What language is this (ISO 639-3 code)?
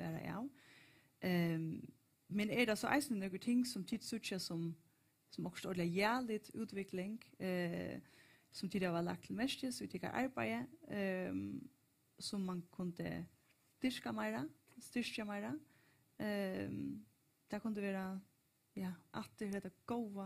fao